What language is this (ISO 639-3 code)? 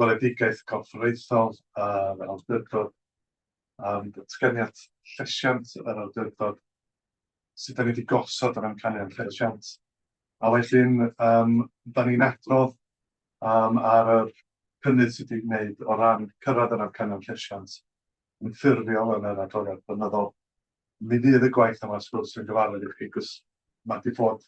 cym